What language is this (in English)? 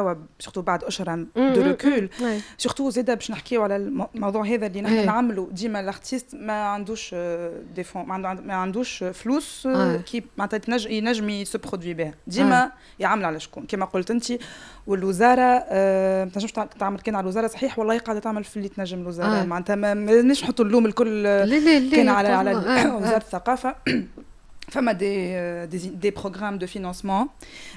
Tunisian Arabic